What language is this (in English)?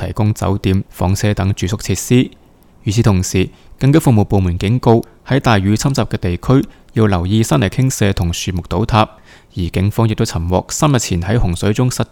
Cantonese